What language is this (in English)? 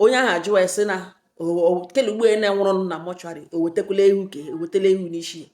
Igbo